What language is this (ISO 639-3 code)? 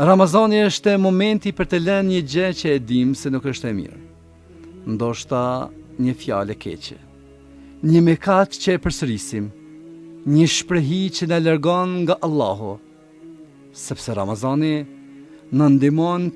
sqi